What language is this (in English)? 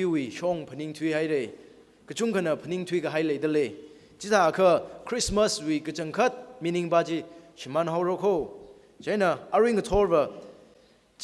Tangkhul Naga (India)